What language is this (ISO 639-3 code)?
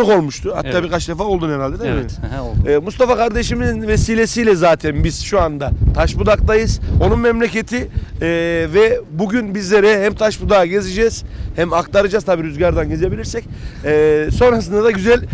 tur